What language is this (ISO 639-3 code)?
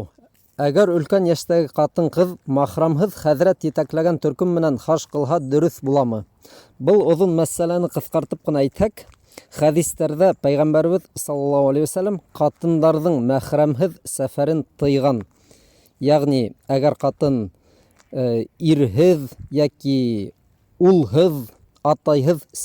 bak